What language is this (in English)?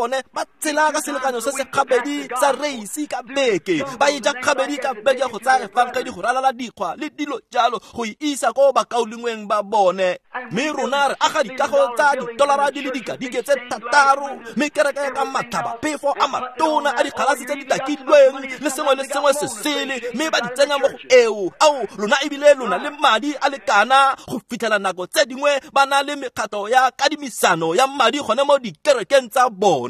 Tswana